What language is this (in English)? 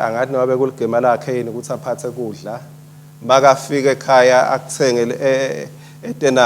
Swati